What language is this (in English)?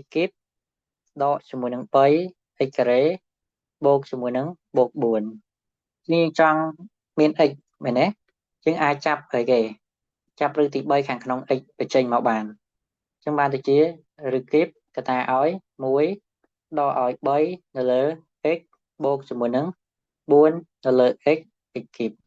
Khmer